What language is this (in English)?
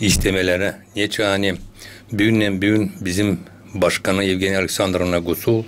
Gagauz